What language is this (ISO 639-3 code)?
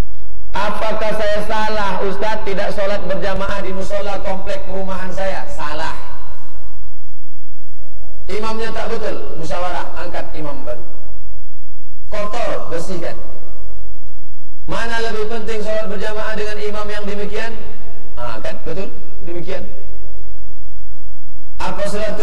ind